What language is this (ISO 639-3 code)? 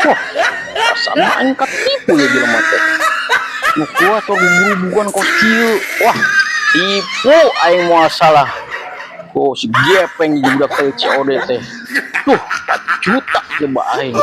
sun